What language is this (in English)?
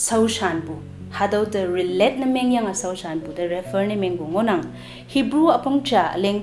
Konyak Naga